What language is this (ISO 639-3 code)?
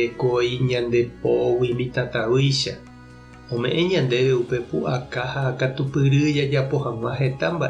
grn